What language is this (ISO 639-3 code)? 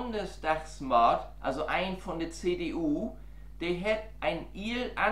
nds